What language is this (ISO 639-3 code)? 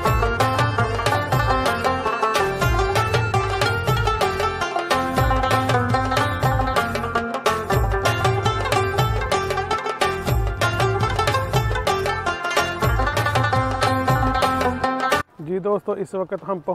hin